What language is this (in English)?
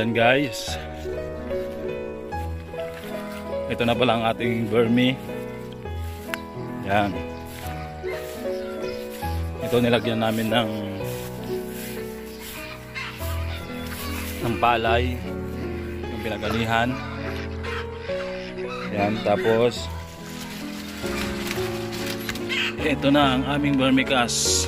Filipino